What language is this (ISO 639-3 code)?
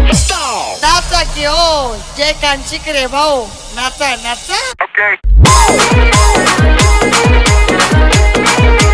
bho